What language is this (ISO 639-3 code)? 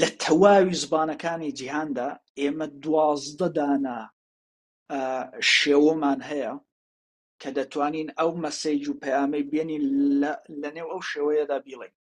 ckb